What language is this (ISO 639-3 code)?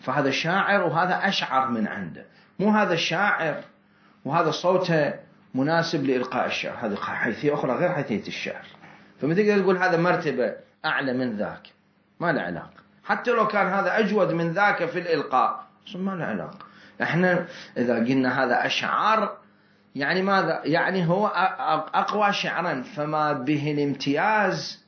acm